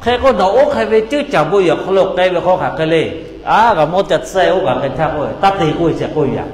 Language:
Lahu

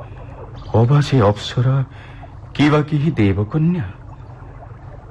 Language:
Odia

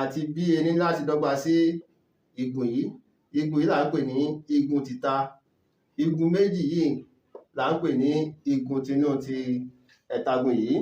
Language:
Yoruba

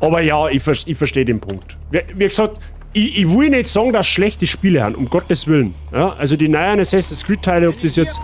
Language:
Bavarian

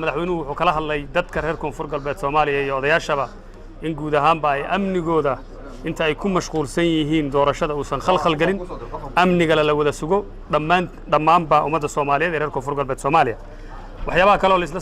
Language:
Somali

